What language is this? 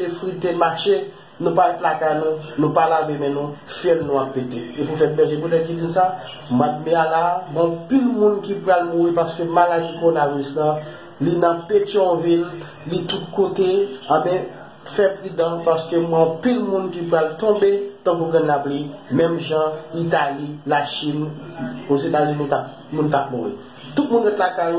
Haitian Creole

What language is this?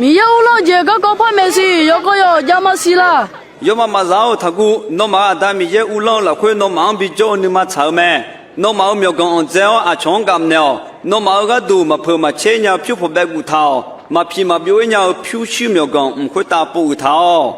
Akha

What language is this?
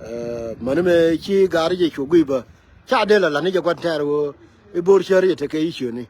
Nuer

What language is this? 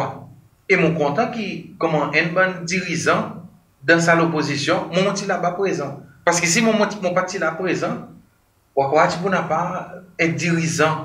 Seselwa Creole French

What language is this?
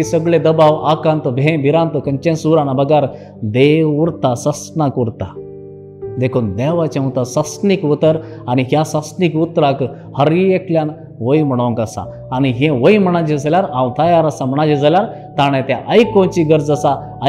Konkani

